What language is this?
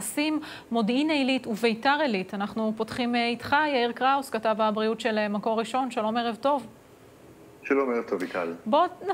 Hebrew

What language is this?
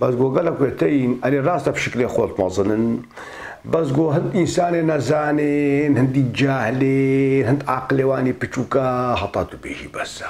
Kurdish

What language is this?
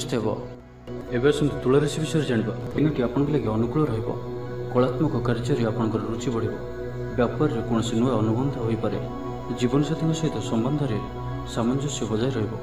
Odia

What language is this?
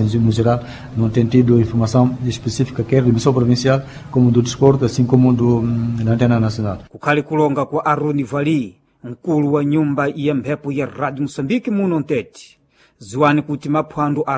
Sena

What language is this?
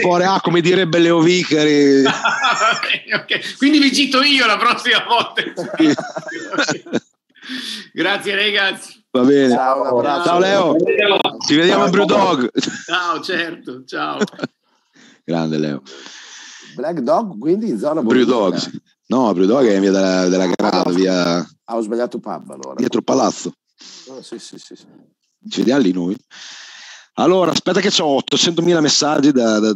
Italian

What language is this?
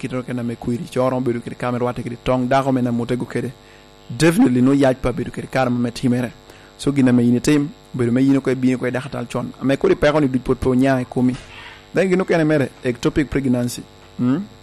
Lango (Uganda)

